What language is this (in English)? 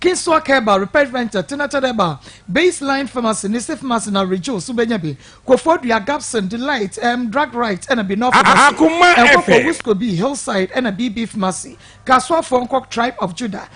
Akan